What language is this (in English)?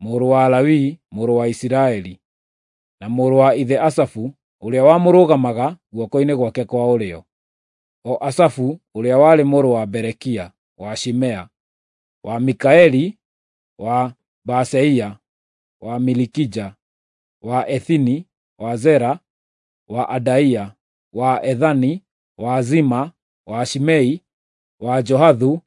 Kikuyu